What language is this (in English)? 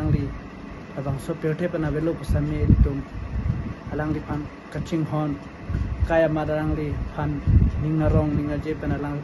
Karbi